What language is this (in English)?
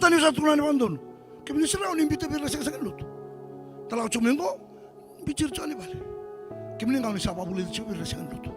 Fijian